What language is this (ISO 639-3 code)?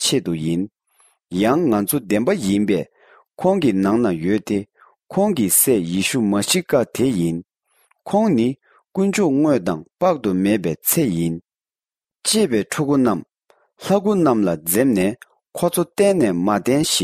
bod